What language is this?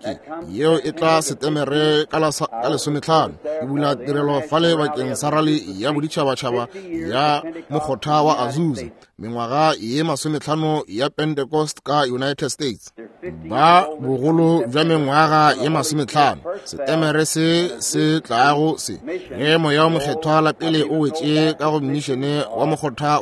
Northern Sotho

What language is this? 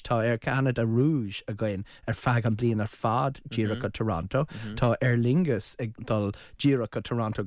Irish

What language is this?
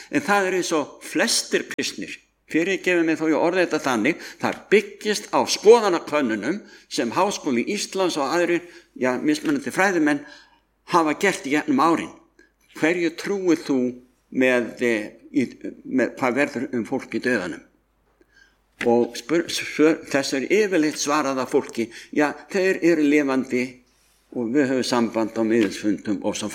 Icelandic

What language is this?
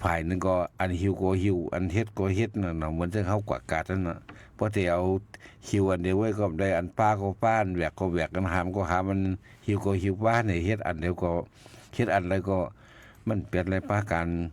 Shan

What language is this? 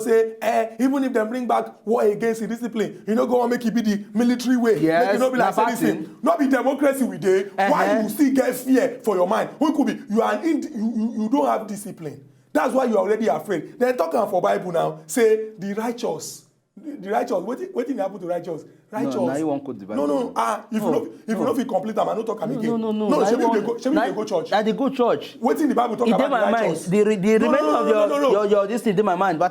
Nigerian Pidgin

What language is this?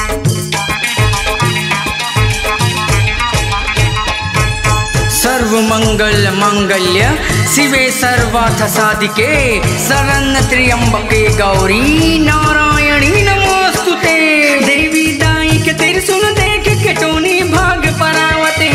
Chhattisgarhi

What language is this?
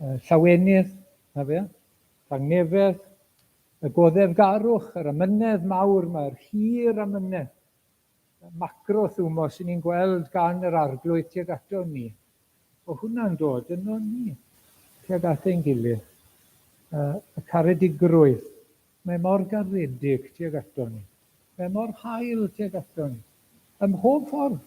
Welsh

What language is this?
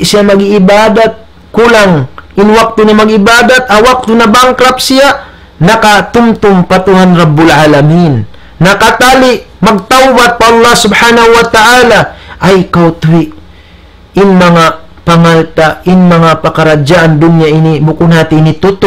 Tausug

